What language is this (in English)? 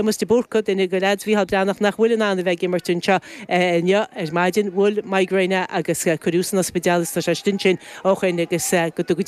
Irish